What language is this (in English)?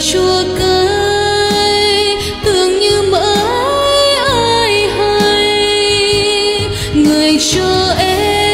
Vietnamese